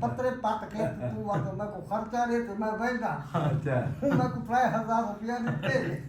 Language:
Saraiki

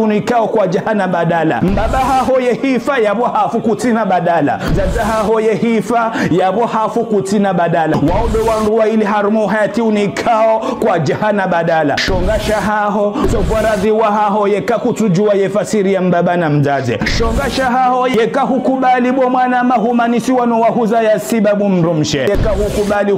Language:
Ngazidja Comorian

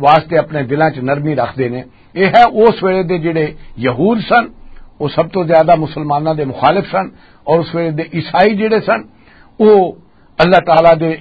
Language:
Western Panjabi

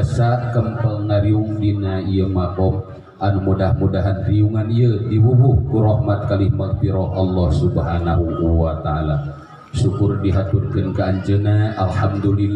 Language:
Sundanese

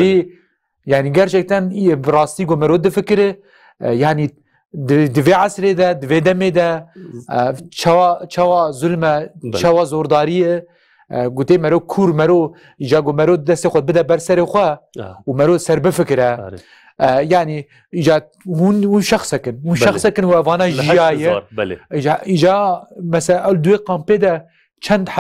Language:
Kurdish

